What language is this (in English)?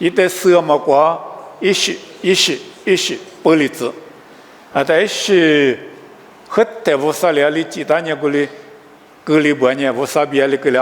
Lisu